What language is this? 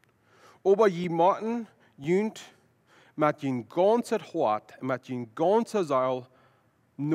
Plautdietsch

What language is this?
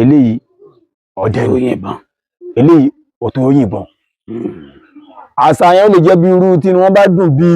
Yoruba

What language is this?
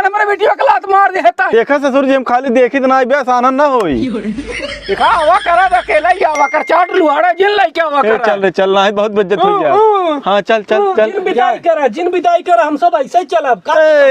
Awadhi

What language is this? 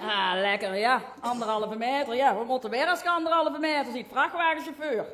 Limburgish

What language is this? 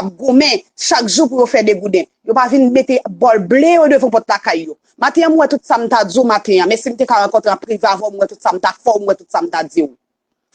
Haitian Creole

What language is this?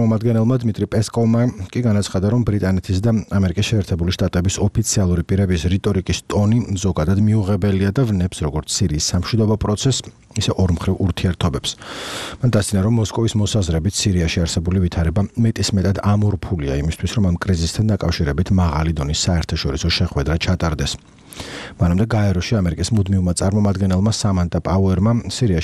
Georgian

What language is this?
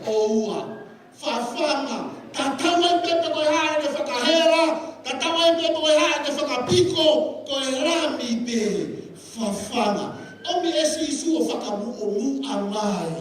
Tongan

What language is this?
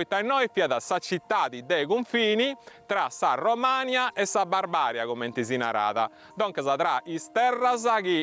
Sardinian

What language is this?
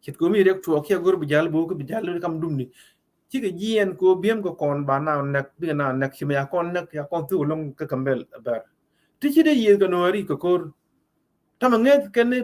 Nuer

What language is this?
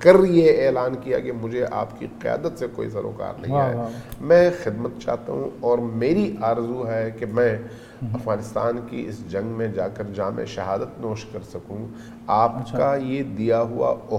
Urdu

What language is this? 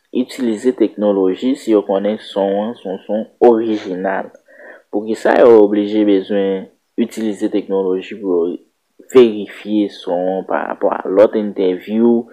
Haitian Creole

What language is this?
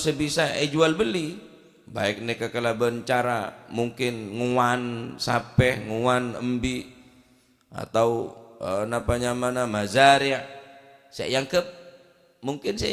Madurese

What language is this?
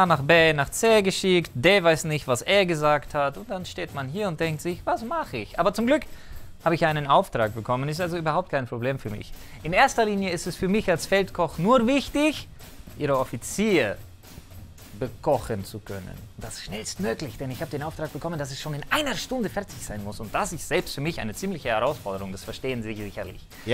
German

